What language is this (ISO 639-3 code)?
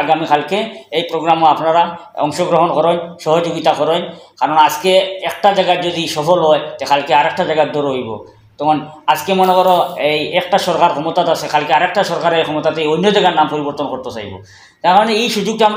syl